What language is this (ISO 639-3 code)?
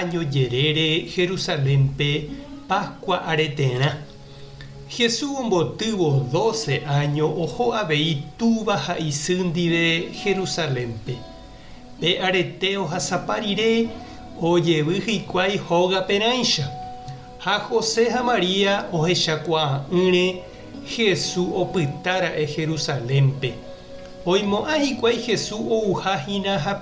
grn